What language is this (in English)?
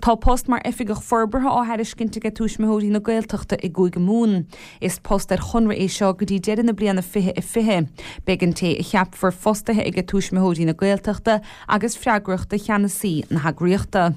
Irish